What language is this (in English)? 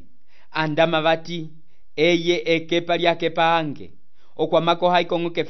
Umbundu